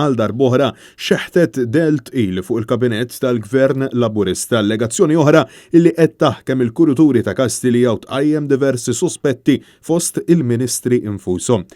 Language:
Maltese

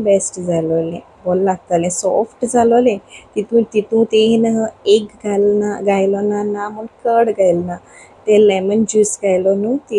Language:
Konkani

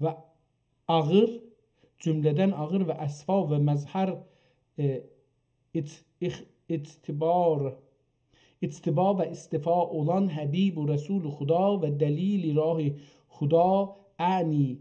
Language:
South Azerbaijani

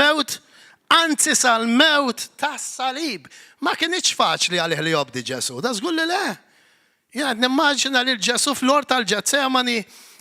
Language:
Maltese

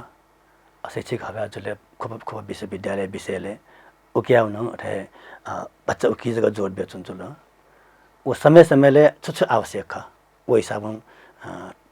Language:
Newari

